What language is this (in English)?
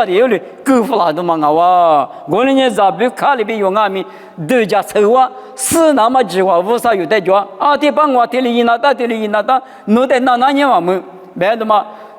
Lisu